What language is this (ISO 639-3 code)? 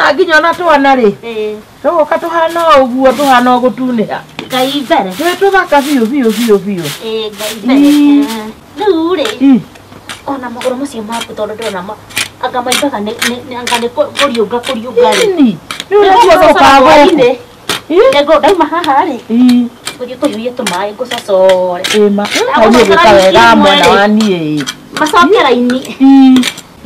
kik